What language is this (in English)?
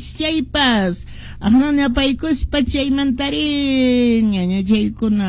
Quechua